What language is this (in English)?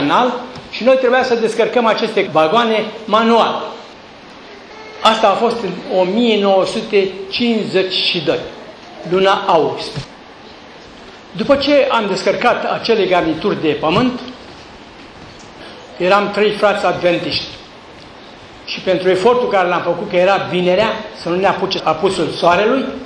Romanian